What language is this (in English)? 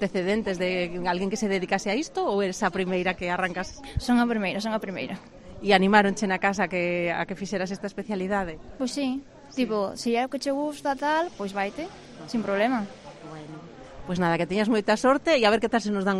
Galician